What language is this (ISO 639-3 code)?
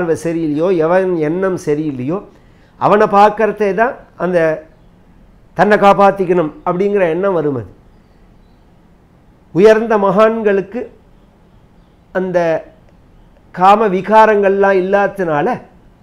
tam